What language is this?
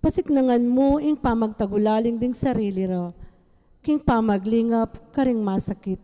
Pampanga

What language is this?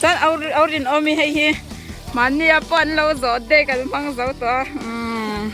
Mizo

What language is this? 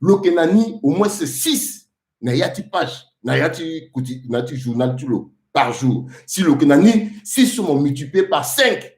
Sango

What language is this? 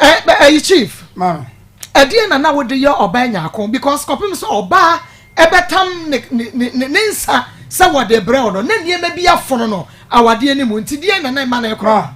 Akan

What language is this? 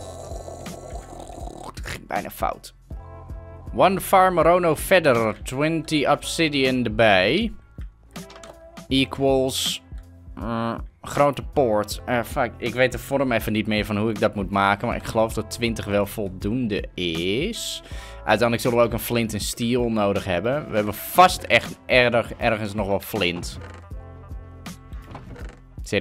Dutch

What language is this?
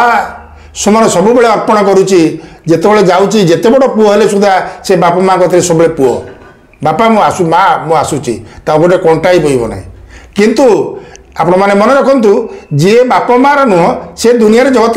Odia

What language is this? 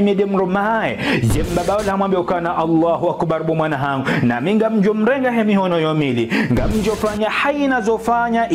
Ngazidja Comorian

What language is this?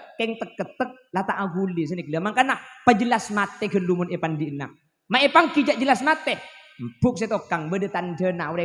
Madurese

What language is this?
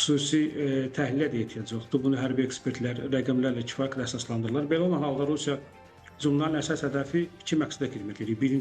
Azerbaijani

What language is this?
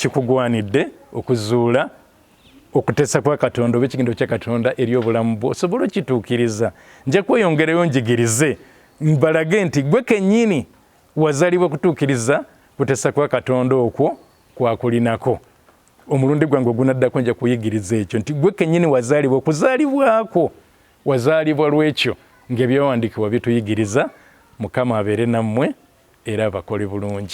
Ganda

